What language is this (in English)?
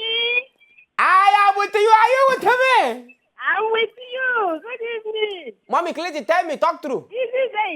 Nigerian Pidgin